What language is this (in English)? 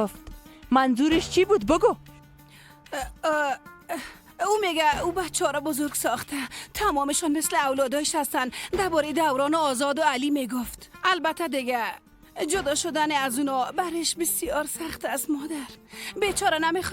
Persian